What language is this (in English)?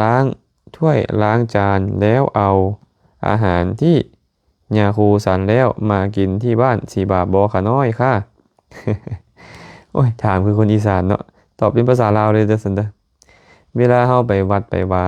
Lao